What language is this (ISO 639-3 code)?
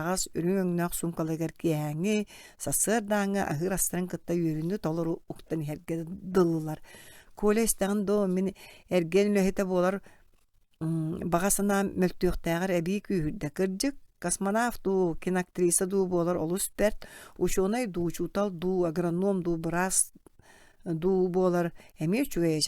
sah